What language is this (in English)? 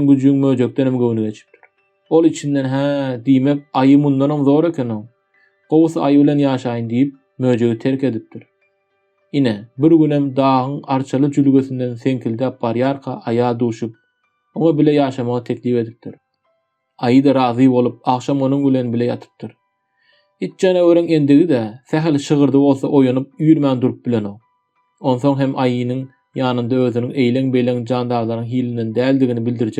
Turkmen